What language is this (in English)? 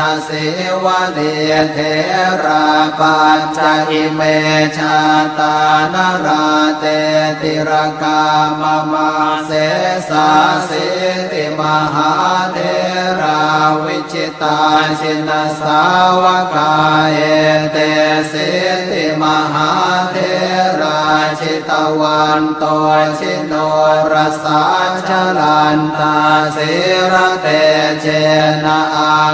Pali